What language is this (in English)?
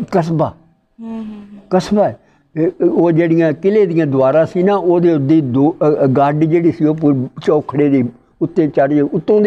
Punjabi